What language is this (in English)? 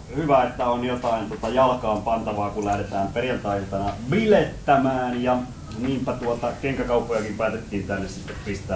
Finnish